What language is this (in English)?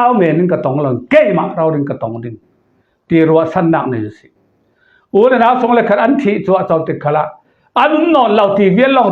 Falam Chin